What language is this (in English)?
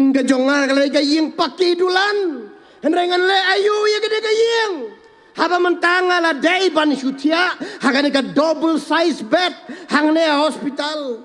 Khasi